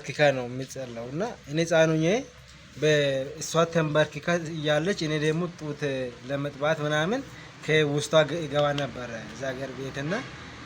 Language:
Amharic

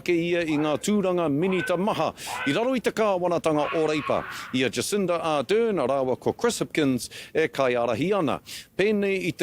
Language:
Māori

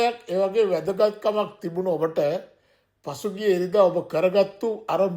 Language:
Sinhala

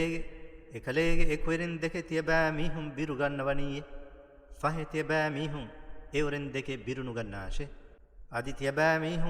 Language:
Divehi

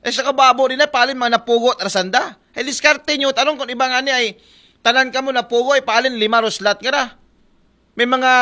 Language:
Aklanon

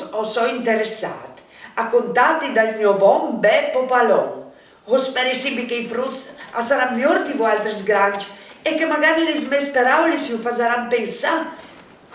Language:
Friulian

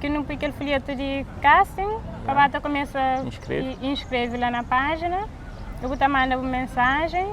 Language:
Kabuverdianu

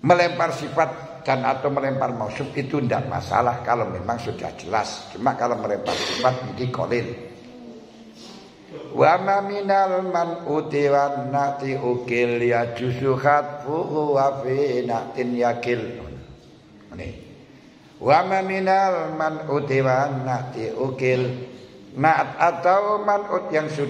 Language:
Indonesian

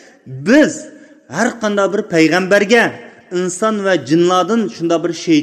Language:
Uyghur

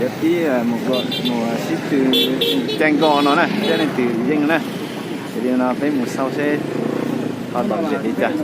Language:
Hmong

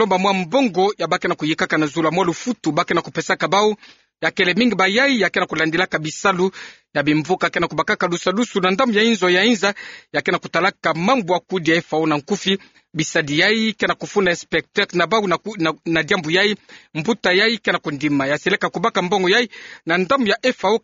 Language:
Kituba (Democratic Republic of Congo)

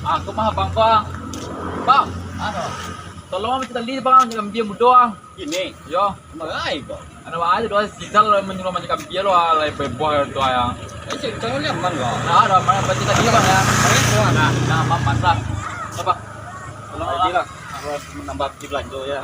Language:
Minangkabau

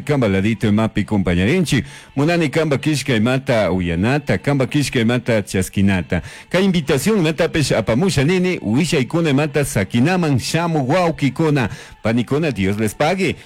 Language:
Chimborazo Highland Quichua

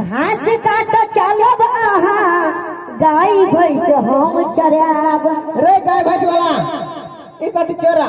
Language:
Maithili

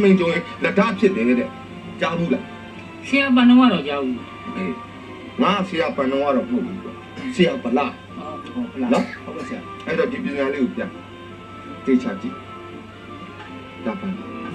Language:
Burmese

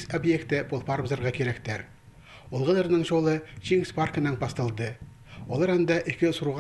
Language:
Khakas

